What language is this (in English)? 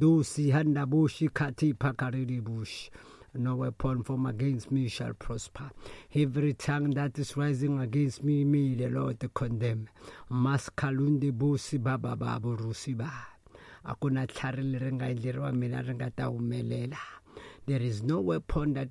Tsonga